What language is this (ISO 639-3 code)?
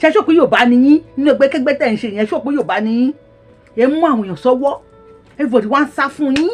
yor